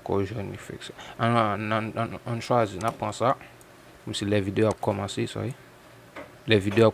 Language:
Haitian Creole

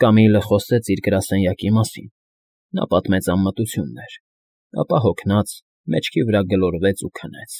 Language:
Armenian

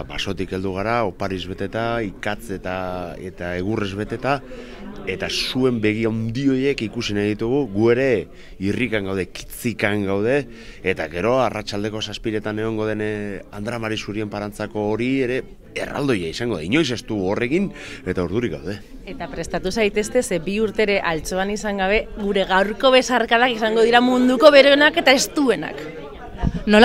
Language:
Basque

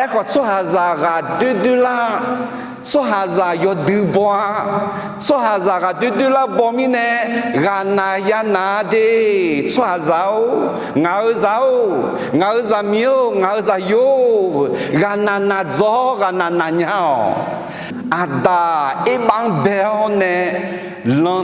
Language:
Akha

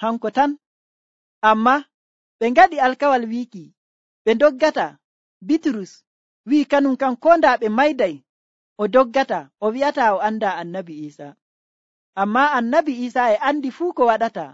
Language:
Nigerian Fulfulde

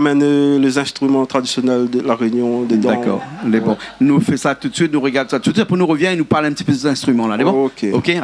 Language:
Réunion Creole French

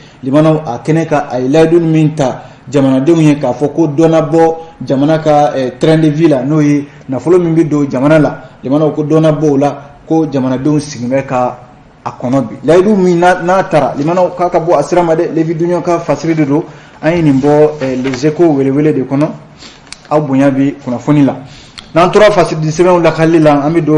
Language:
Bambara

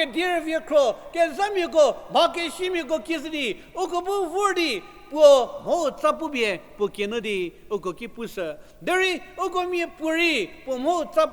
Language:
Angami Naga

